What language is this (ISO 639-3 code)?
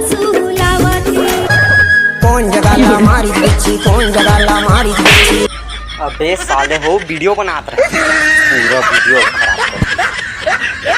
hne